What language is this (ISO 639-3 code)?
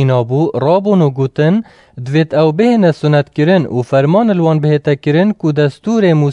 kur